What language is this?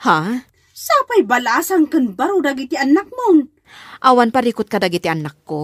Iloko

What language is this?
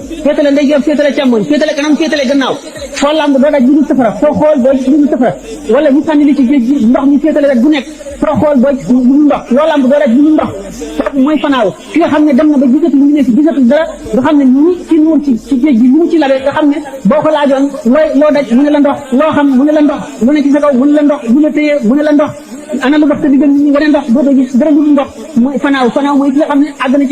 Wolof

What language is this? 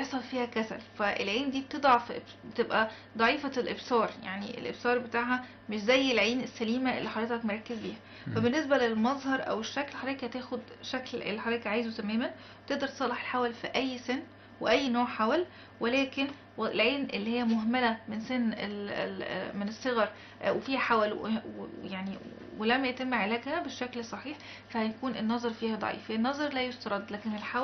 Egyptian Arabic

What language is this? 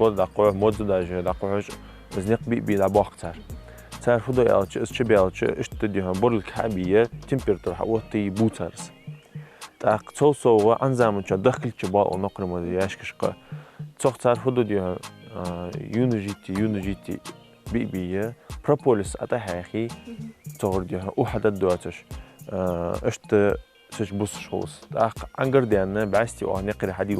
Ingush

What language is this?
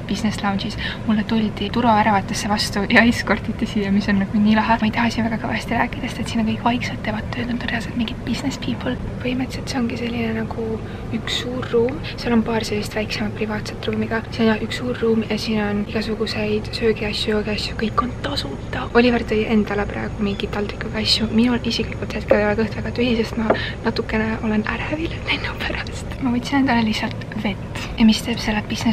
Estonian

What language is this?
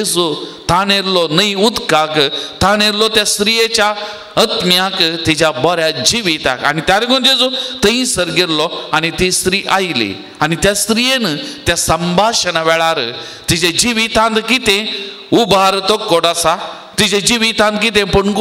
Konkani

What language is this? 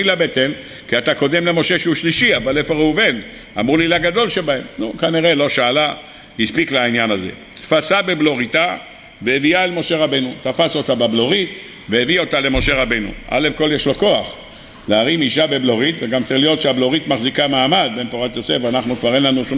Hebrew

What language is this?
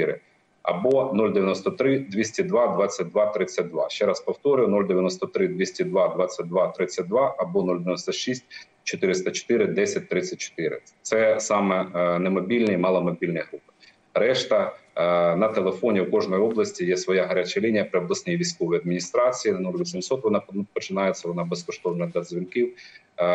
Ukrainian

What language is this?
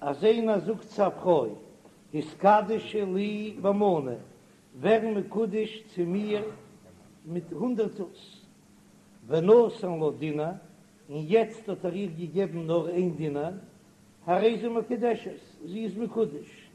Yiddish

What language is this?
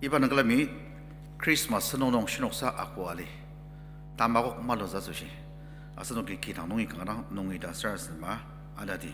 Ao Naga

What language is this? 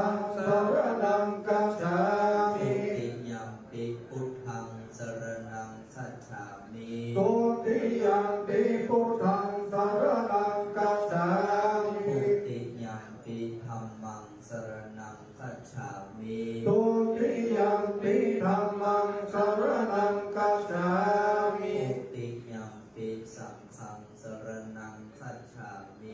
Pali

